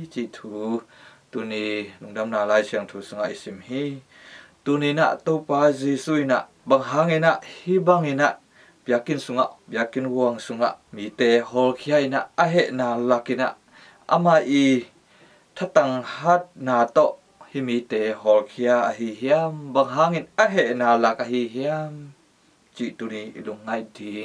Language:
Tedim Chin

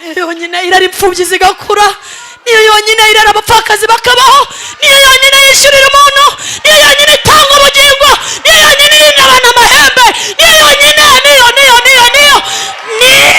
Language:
Kinyarwanda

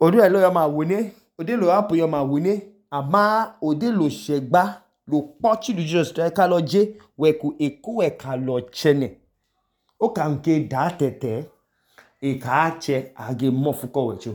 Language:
Idoma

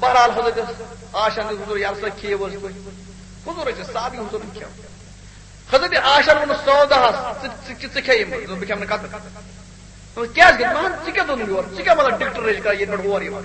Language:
Kashmiri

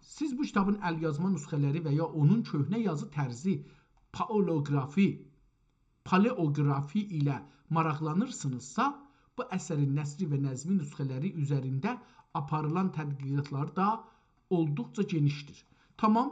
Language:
South Azerbaijani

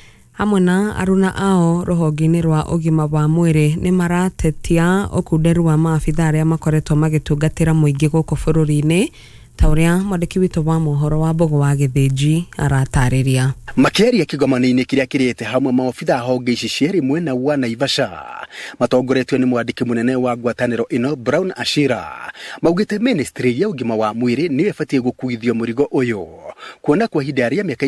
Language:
Kikuyu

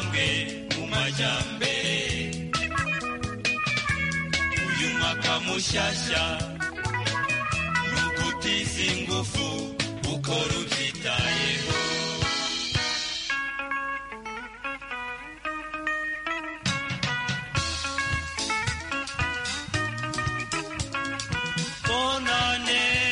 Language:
Kinyarwanda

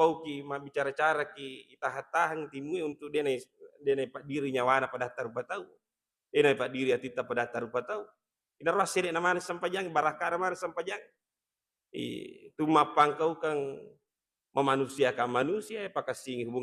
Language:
Buginese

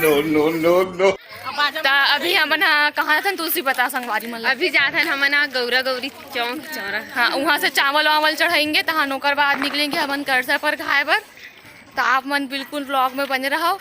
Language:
Chhattisgarhi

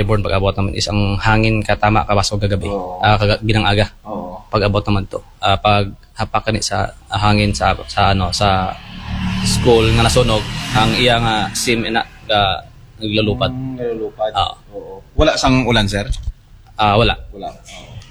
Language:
Aklanon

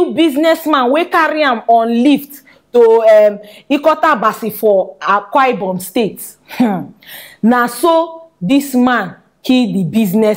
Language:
Nigerian Pidgin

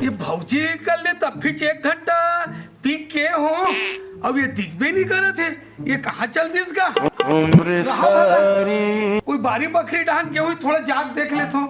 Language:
Chhattisgarhi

